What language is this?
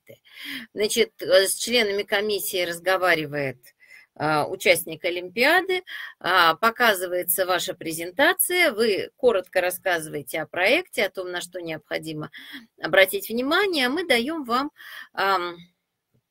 Russian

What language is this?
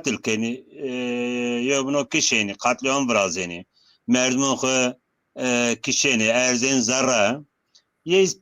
Zaza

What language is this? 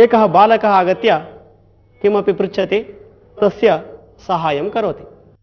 Sanskrit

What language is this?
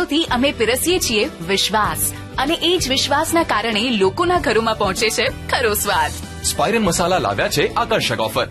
Gujarati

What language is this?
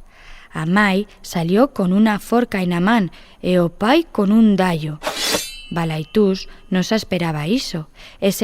Aragonese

